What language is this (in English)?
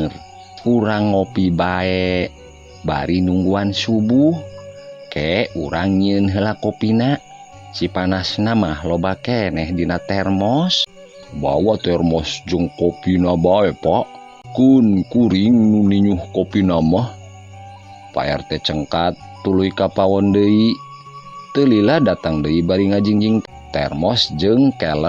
Sundanese